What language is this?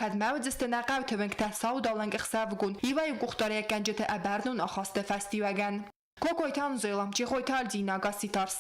Ossetic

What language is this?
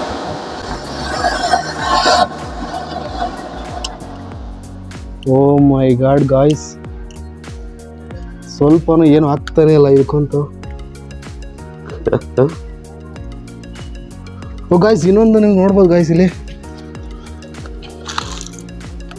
Kannada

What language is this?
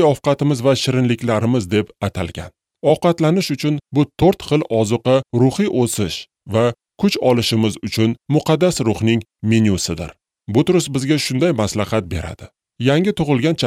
Uzbek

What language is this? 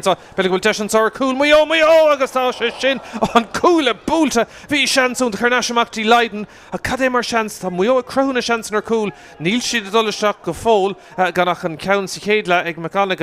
Irish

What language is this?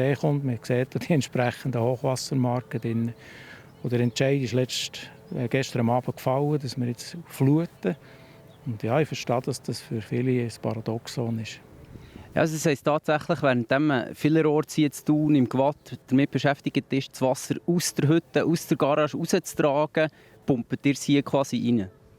Swiss German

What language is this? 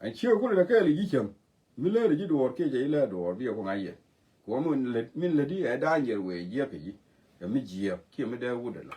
Nuer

